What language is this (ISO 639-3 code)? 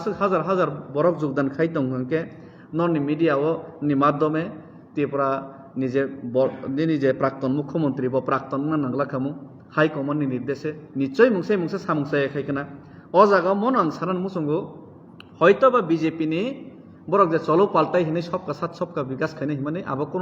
trp